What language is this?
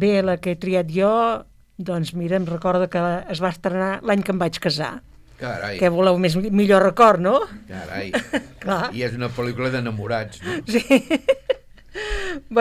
Catalan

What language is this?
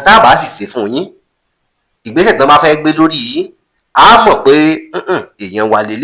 Yoruba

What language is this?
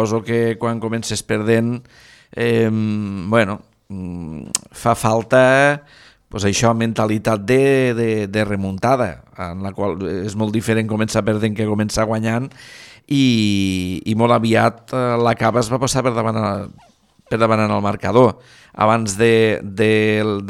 Catalan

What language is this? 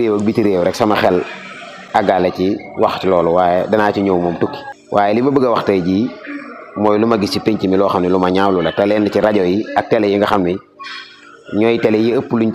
Wolof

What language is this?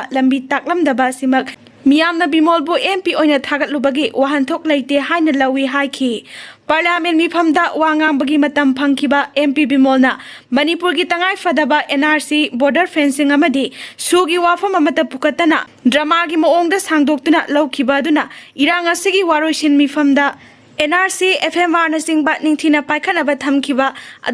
Manipuri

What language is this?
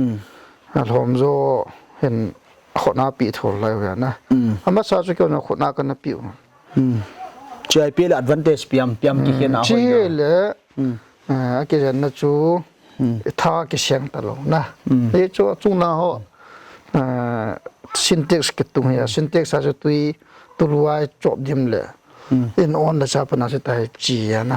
Paite Chin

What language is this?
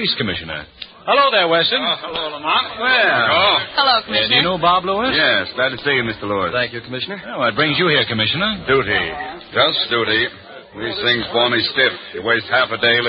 English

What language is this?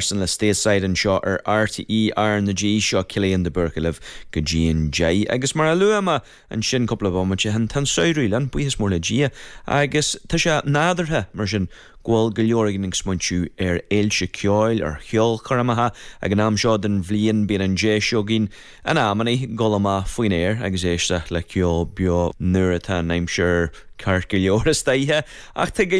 Irish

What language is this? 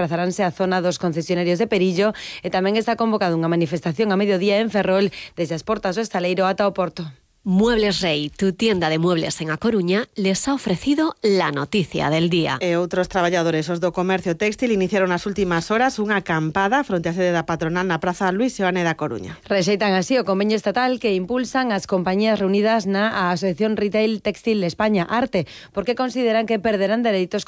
Galician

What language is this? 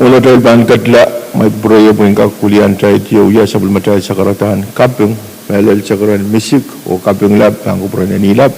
Pohnpeian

